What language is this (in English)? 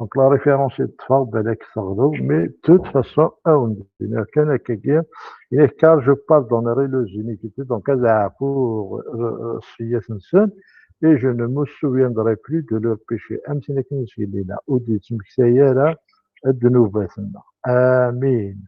Kabyle